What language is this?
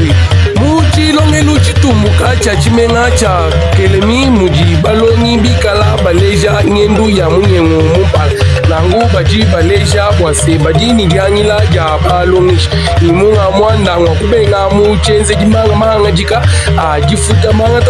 Luba-Lulua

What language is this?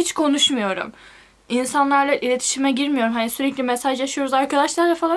Turkish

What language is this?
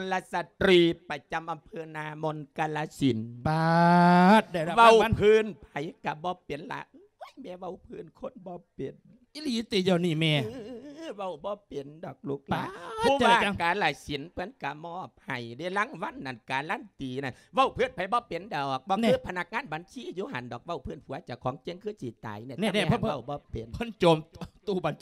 Lao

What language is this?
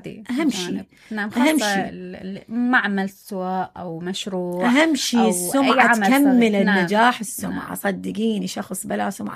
Mesopotamian Arabic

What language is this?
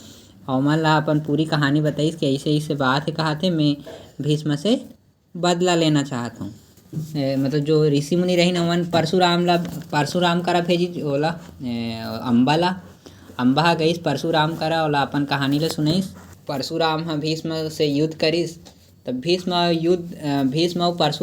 Chhattisgarhi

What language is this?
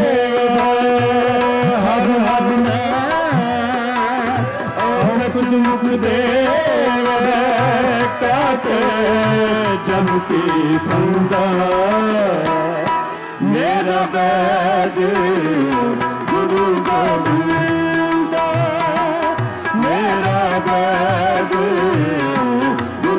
Punjabi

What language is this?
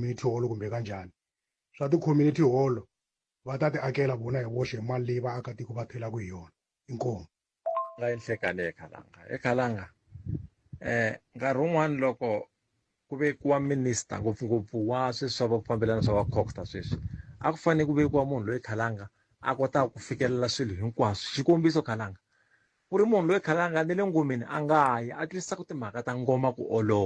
Tsonga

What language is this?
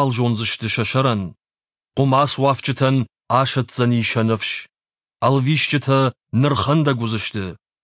Ossetic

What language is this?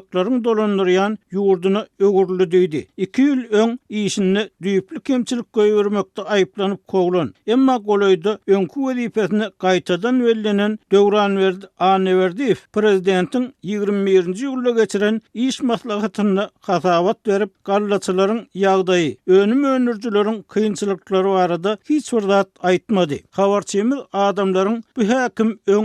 Turkmen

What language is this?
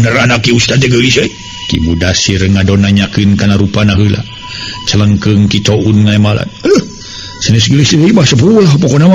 Sundanese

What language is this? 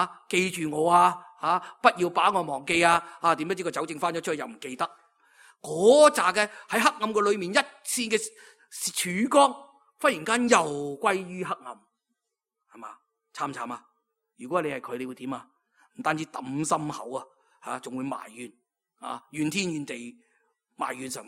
Cantonese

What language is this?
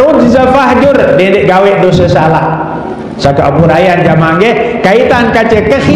Sasak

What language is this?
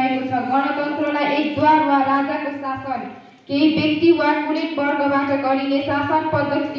Nepali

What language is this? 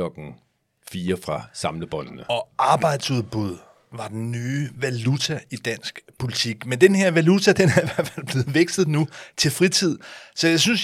Danish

